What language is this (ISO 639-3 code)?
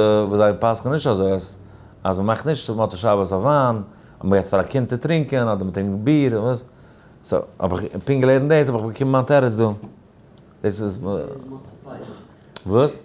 yid